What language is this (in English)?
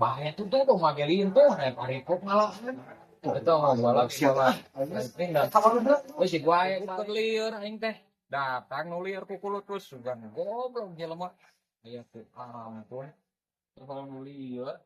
Sundanese